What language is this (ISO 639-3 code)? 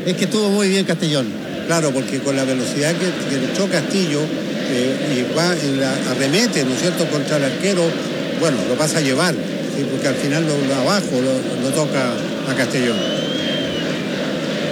spa